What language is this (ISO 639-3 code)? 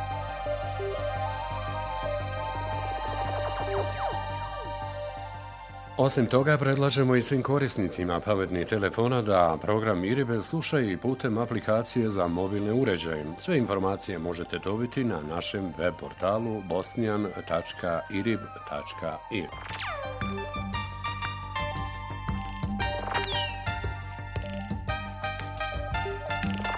bos